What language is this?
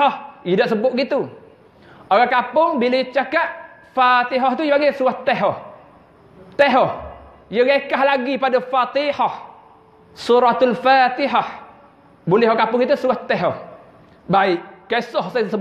Malay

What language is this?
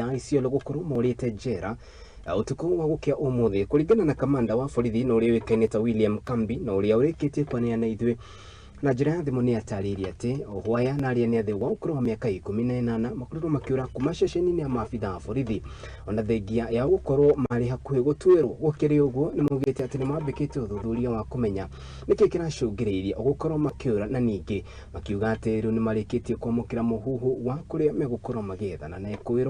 Kikuyu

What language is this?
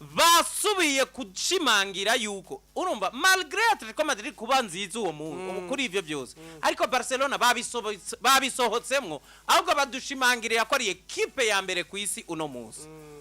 Rundi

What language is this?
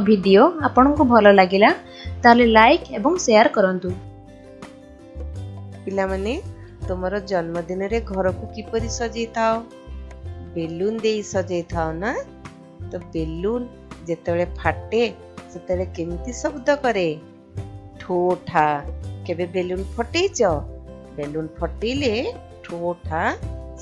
Odia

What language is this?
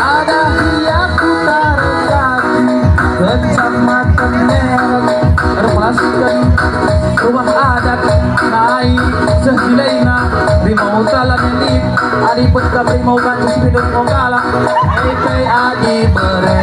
Batak Karo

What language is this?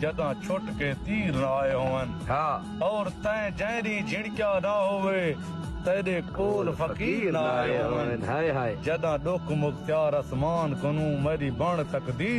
Saraiki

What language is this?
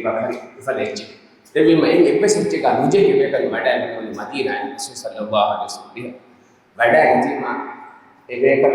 Divehi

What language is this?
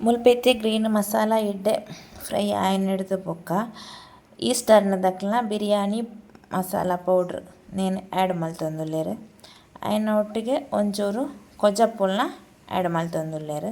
Tulu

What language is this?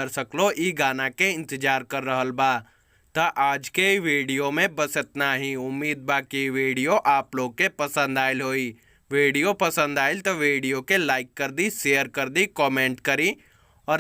Bhojpuri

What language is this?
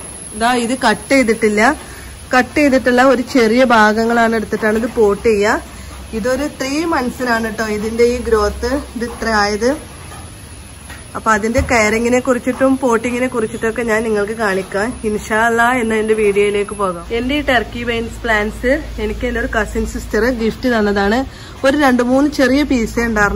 Malayalam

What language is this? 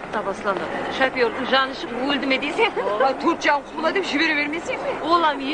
Kara-Kalpak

